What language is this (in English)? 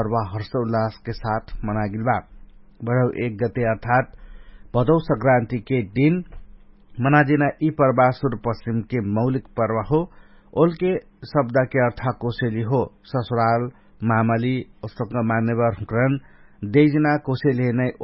Dangaura Tharu